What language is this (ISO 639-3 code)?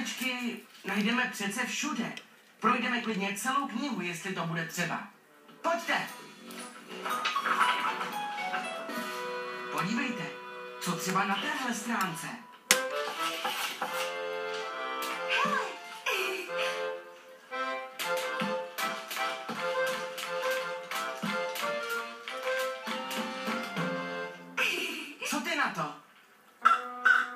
ces